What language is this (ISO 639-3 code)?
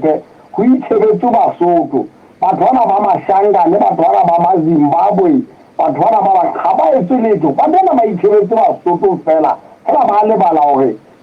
sot